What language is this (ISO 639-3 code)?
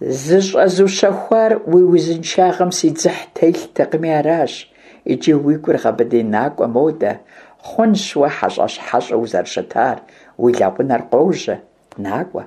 kbd